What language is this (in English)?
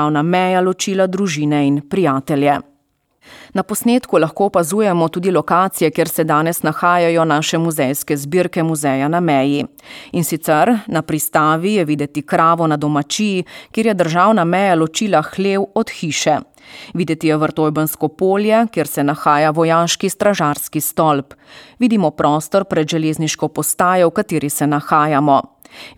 Slovenian